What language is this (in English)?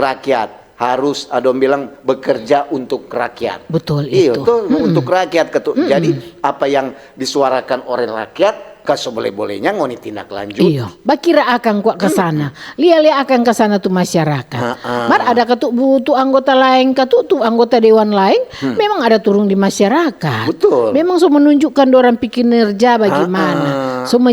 Manado Malay